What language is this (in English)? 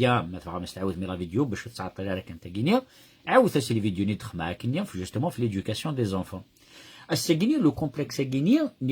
Kabyle